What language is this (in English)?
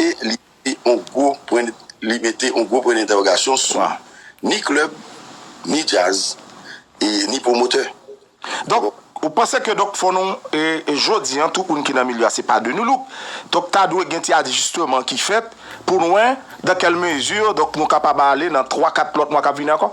Haitian Creole